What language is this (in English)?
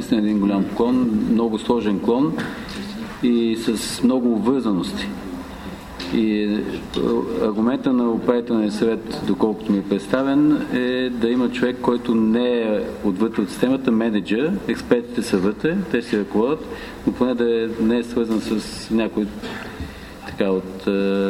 Bulgarian